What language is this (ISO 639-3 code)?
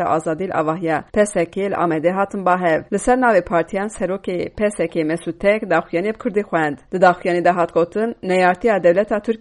kur